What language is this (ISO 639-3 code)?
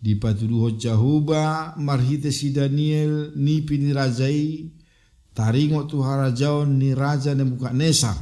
bbc